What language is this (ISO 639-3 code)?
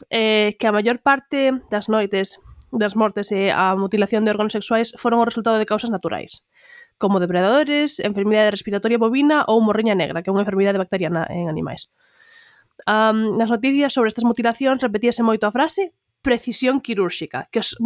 glg